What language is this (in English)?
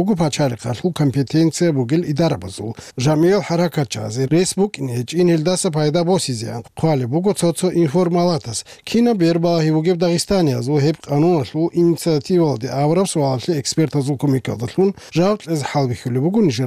Avaric